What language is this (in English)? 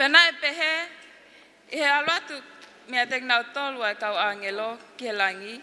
Tongan